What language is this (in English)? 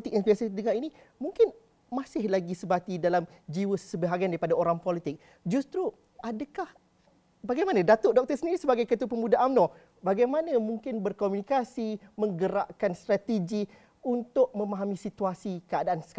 Malay